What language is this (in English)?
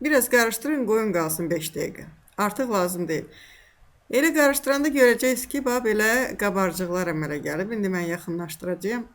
Azerbaijani